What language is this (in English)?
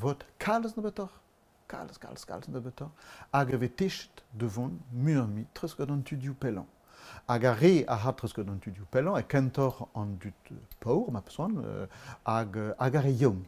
Breton